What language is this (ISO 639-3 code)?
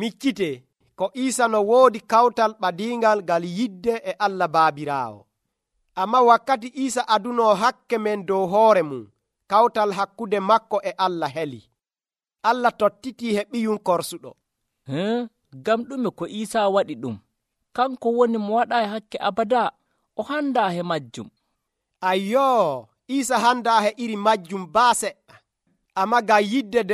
fuv